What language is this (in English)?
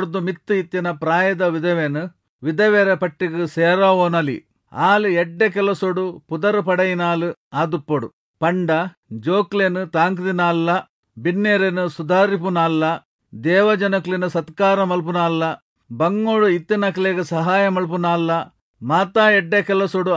Tulu